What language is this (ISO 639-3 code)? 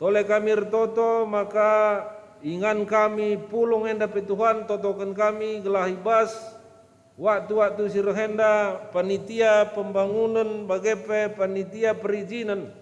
btx